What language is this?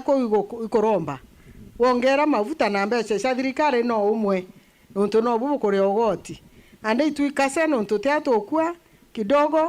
Meru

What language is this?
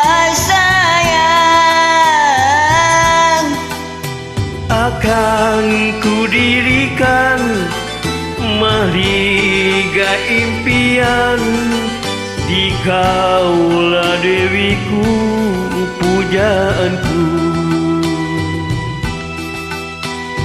Malay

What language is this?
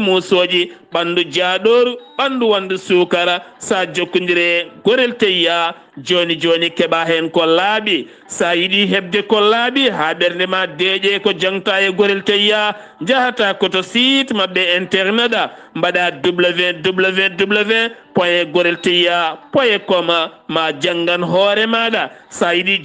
Fula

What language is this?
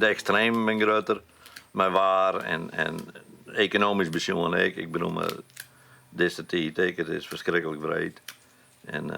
Western Frisian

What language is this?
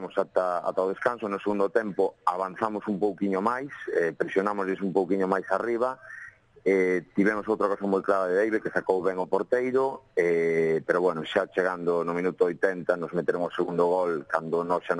Galician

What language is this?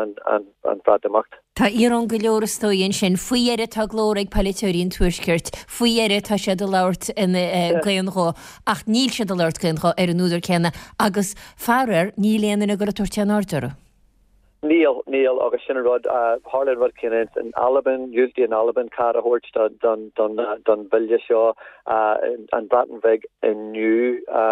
Irish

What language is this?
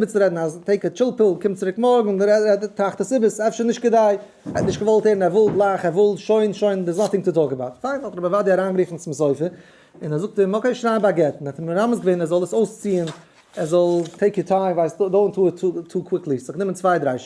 Yiddish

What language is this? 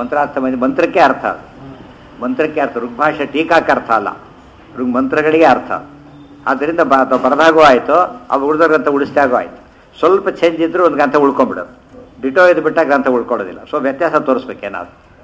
Kannada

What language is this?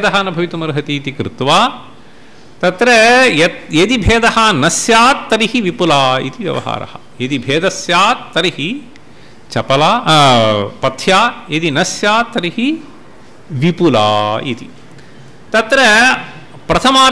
Sanskrit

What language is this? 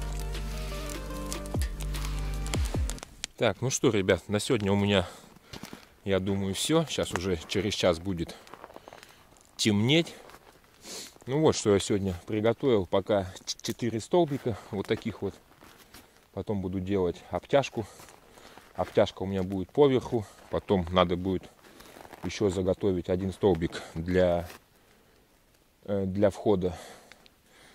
Russian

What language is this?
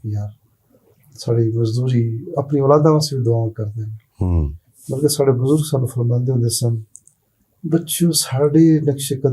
Western Panjabi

